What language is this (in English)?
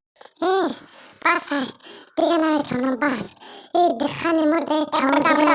Tajik